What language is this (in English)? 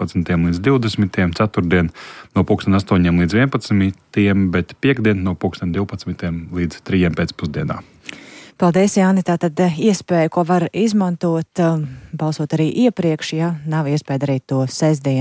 Latvian